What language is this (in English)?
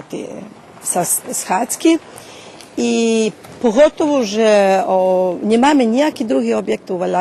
Rusyn